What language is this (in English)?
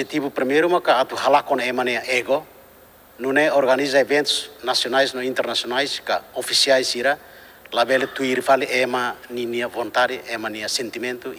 Tetum